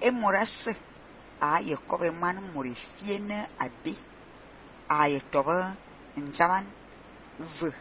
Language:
Fang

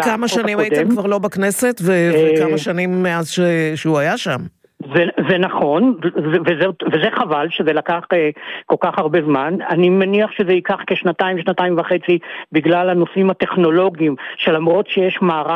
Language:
Hebrew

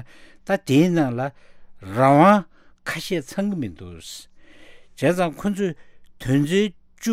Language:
Tibetan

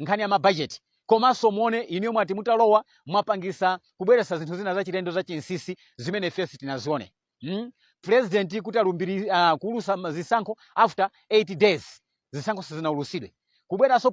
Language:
Nyanja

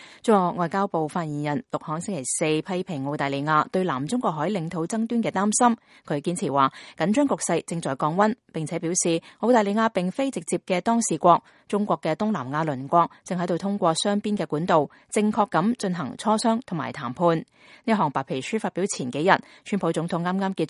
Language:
Cantonese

